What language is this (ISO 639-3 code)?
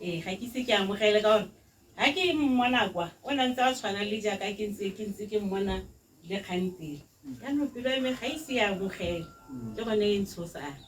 tsn